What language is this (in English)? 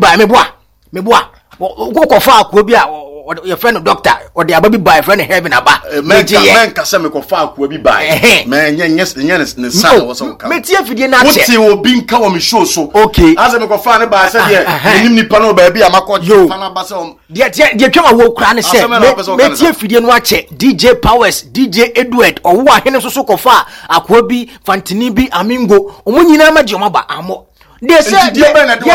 Akan